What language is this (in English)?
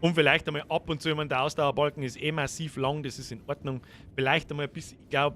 Bavarian